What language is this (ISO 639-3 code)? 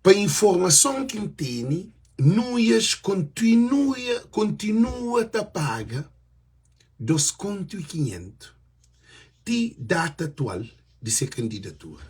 kea